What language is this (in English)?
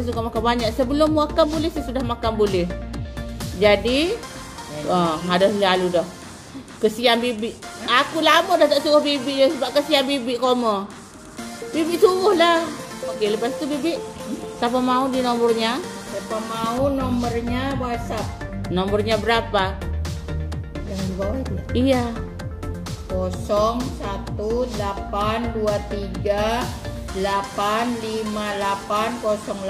Malay